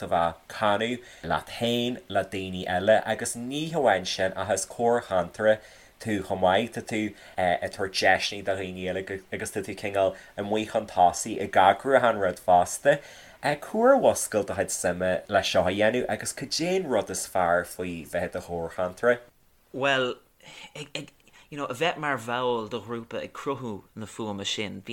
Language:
Irish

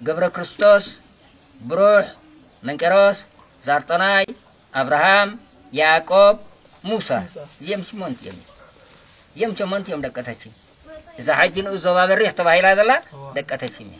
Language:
Tigrinya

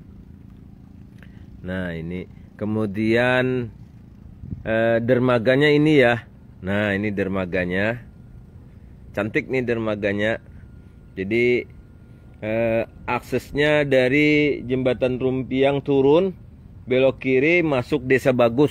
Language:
Indonesian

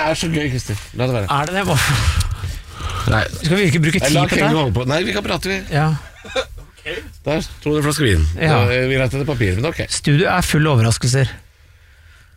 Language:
Norwegian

